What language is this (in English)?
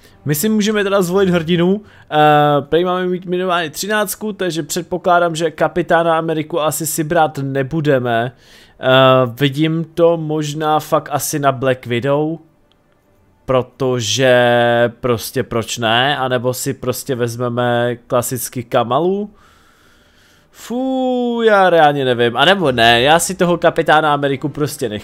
Czech